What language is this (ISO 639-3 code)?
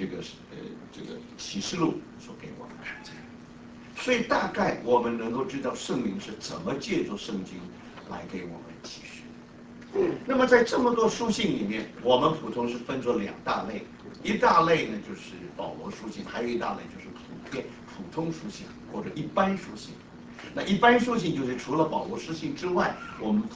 zho